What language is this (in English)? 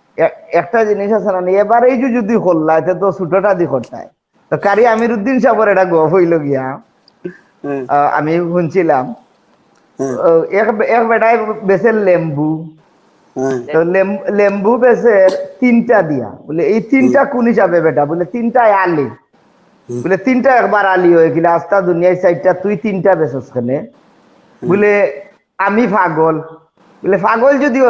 Sylheti